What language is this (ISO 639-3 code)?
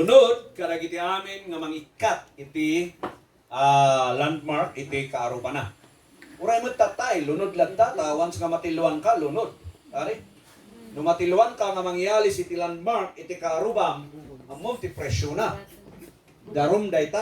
ilo